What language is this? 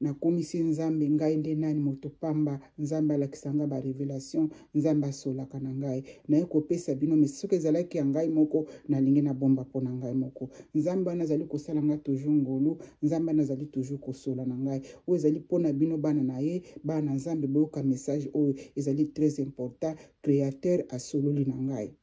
Lingala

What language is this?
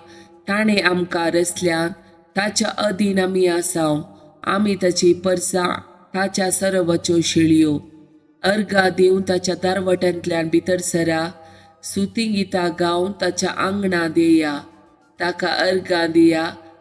Konkani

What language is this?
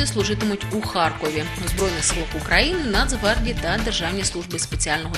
Ukrainian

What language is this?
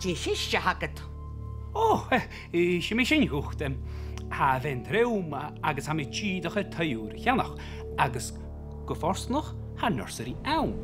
Scottish Gaelic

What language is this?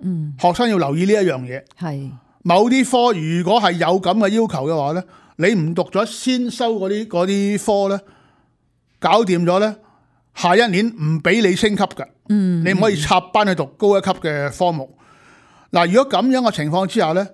Cantonese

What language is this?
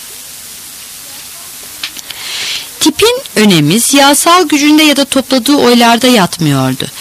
Turkish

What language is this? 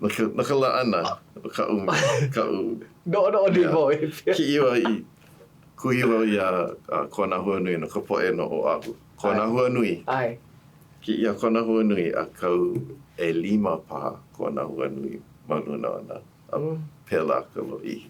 Hawaiian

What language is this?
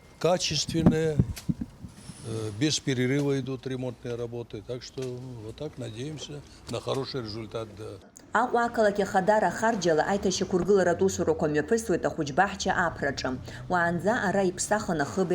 Abkhazian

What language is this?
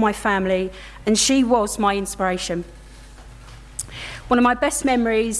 English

